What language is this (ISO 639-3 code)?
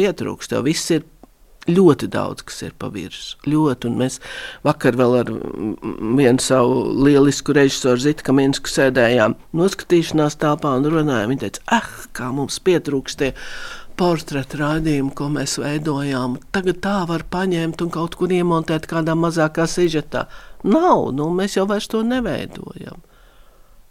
lav